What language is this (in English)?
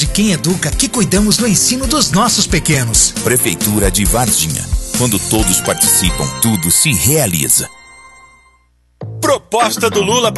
Portuguese